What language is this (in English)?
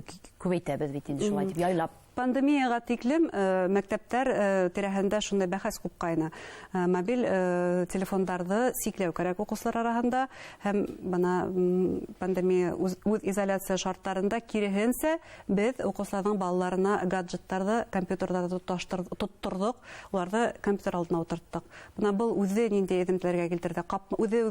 Bashkir